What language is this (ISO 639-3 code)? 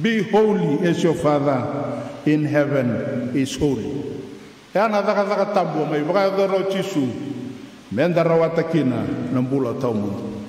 fij